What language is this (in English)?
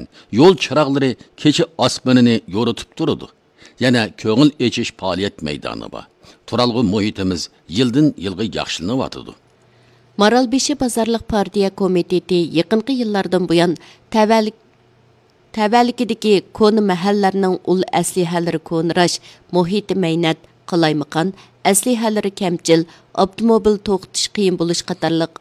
Uyghur